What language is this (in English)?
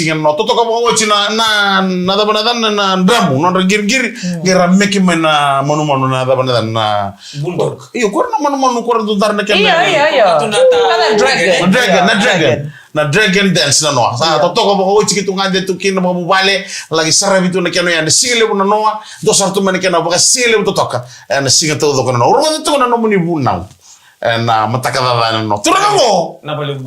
Fijian